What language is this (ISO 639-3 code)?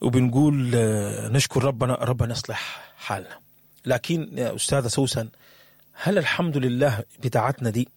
apd